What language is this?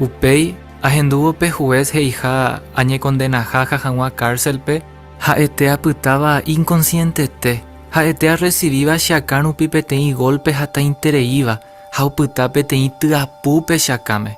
Guarani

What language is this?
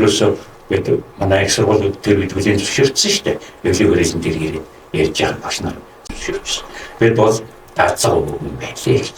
Mongolian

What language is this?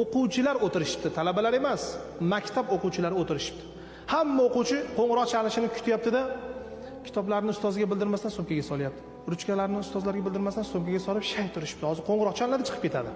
Uzbek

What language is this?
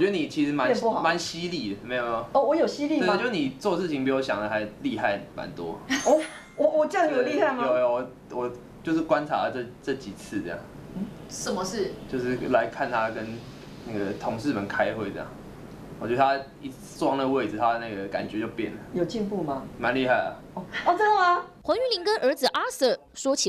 Chinese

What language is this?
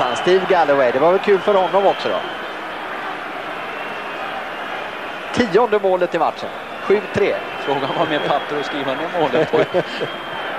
Swedish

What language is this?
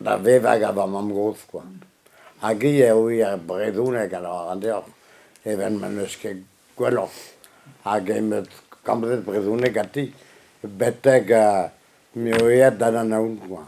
Breton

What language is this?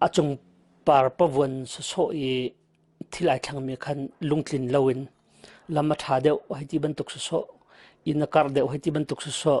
Hakha Chin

